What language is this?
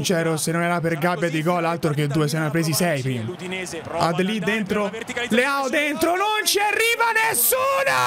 Italian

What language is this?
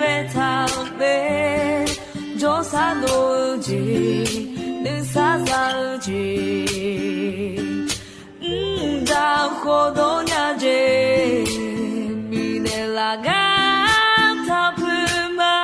Akha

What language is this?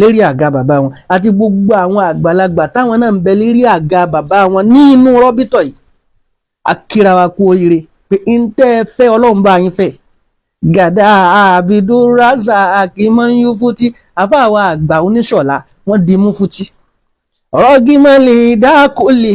Yoruba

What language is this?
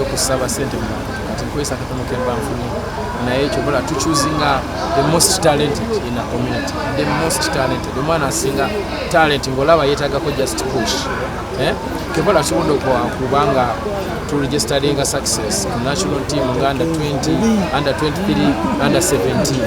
Ganda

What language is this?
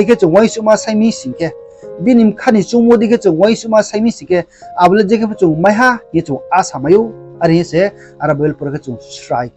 Riang (India)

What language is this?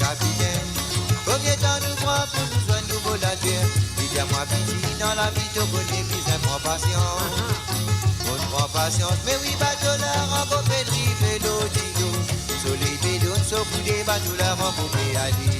Morisyen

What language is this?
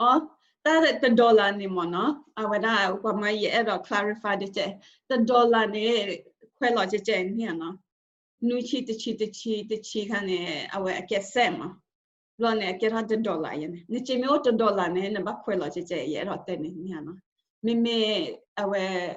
S'gaw Karen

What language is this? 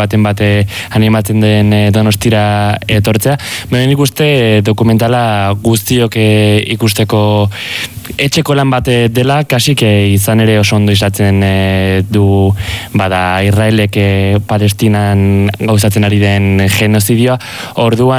Basque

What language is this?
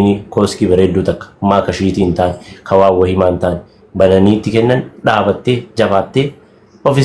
Oromo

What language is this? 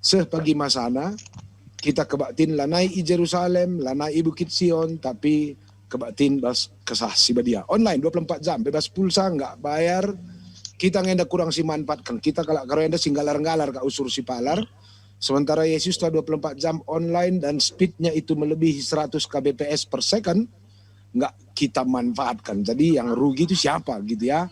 Batak Karo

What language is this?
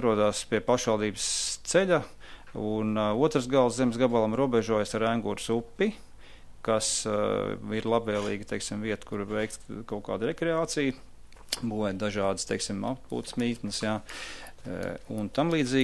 Latvian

